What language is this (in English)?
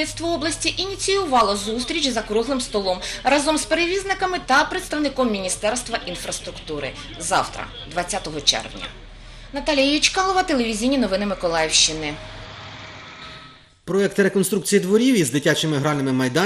Ukrainian